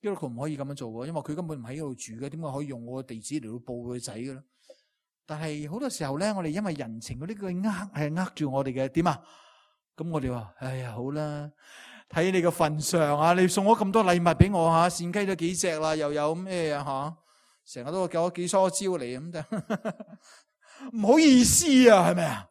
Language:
Cantonese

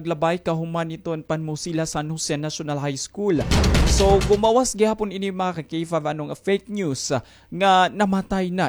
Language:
Waray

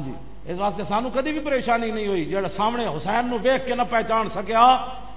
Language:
Western Panjabi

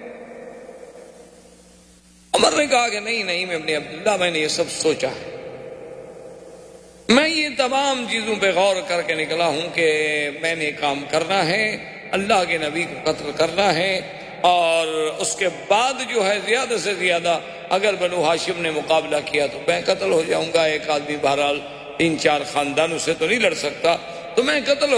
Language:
Urdu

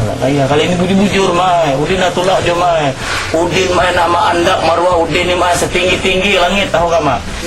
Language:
Banjar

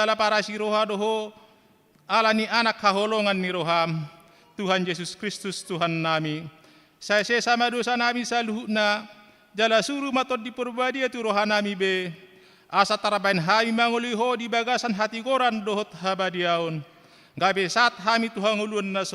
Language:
Batak Toba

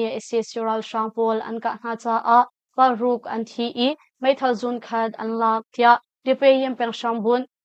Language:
Hakha Chin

